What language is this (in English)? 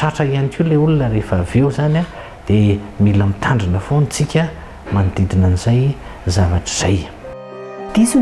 Malagasy